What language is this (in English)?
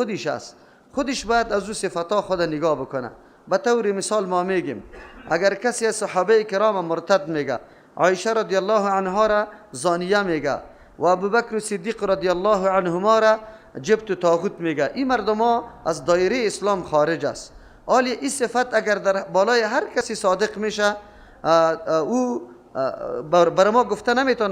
Persian